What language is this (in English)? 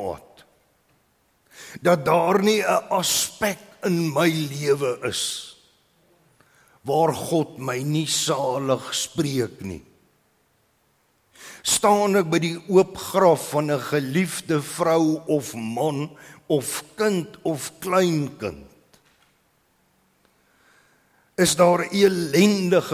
Afrikaans